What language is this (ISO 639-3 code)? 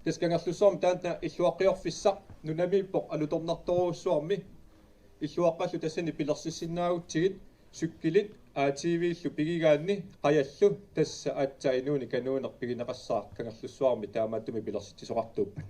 kal